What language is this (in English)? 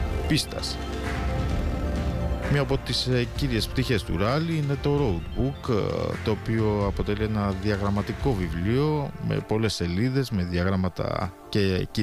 Greek